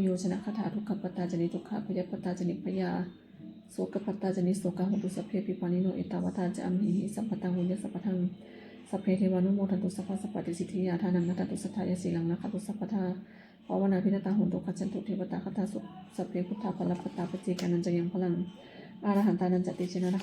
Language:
Pali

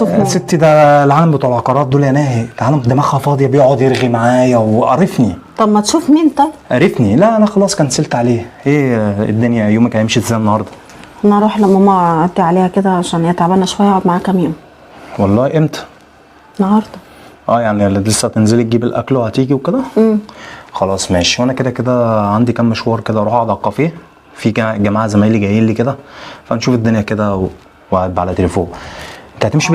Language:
Egyptian Arabic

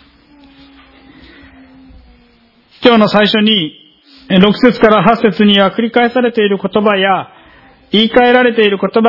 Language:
Japanese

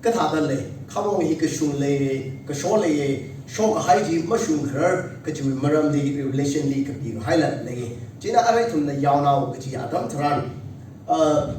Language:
Tangkhul Naga (India)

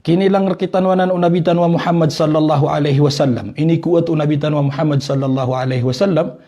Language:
Maranao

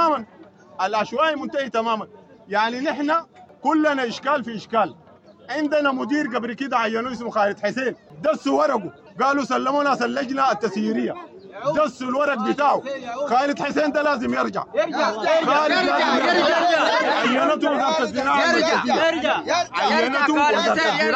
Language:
Sudanese Arabic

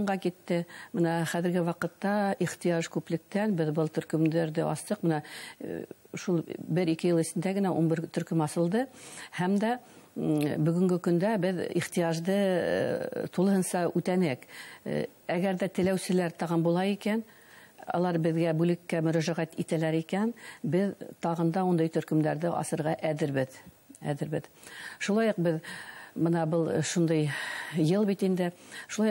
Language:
Bashkir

